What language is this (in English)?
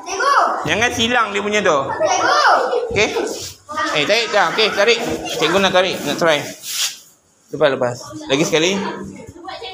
Malay